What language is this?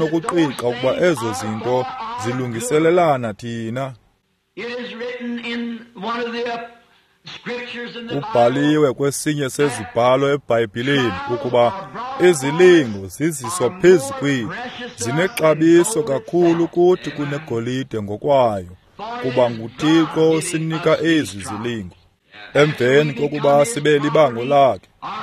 Xhosa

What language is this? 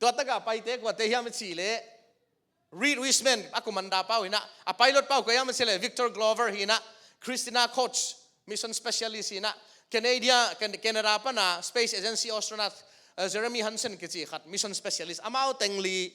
Tedim Chin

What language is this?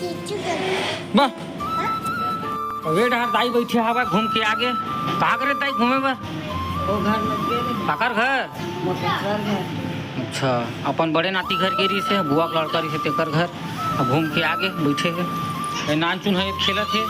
Chhattisgarhi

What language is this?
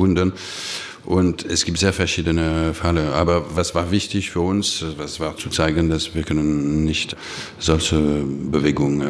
German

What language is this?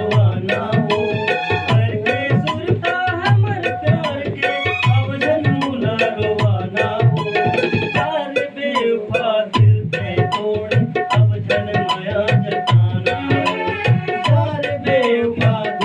Chhattisgarhi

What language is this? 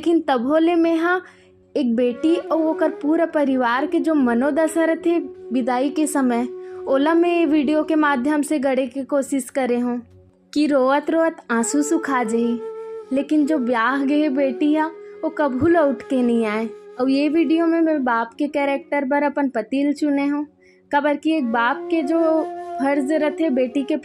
Chhattisgarhi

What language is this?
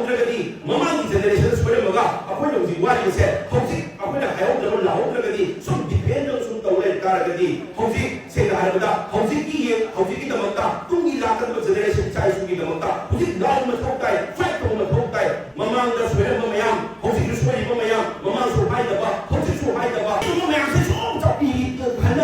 Manipuri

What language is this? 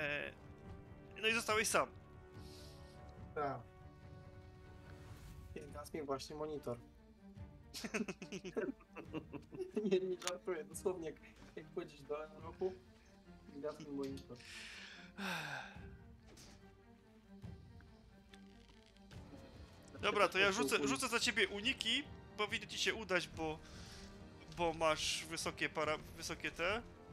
Polish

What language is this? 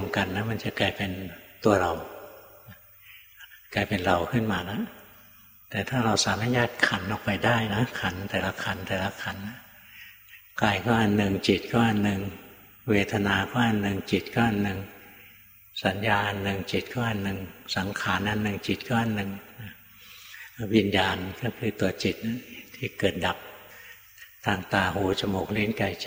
Thai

